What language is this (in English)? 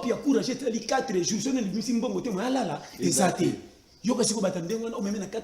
Lingala